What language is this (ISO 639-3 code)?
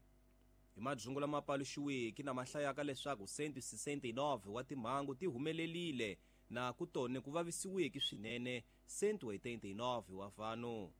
tso